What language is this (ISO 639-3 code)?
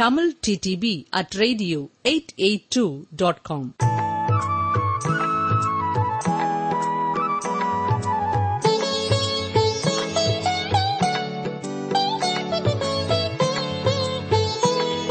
tam